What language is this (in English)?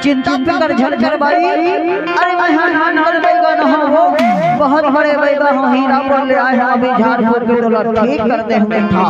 Chhattisgarhi